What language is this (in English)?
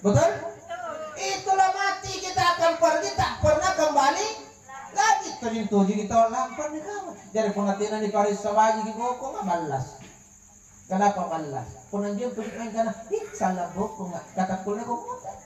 Makasar